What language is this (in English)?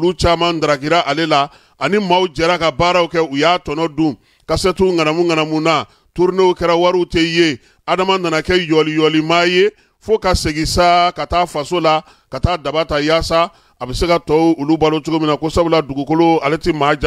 Bambara